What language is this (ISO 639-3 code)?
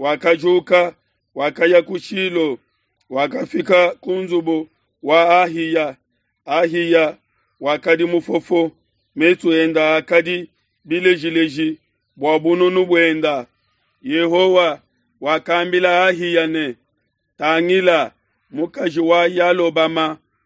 lua